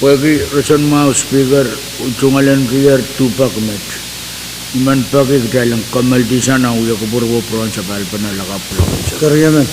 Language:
Pohnpeian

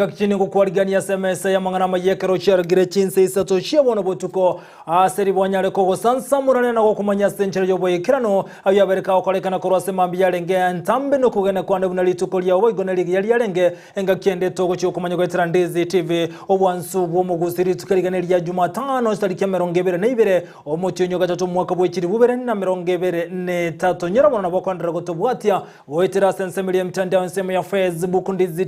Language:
Gusii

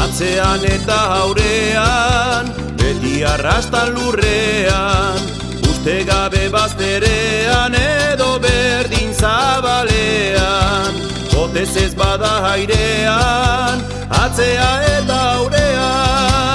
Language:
Basque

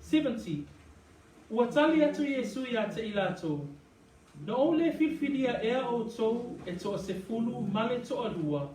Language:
Samoan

